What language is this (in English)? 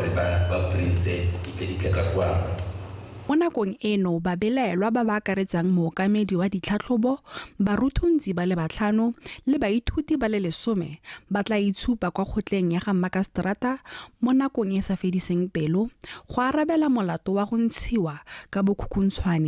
Tswana